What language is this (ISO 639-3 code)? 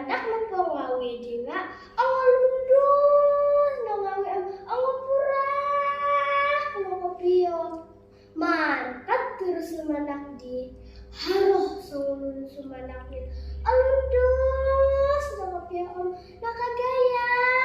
dtp